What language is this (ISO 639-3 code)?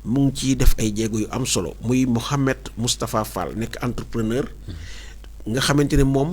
wol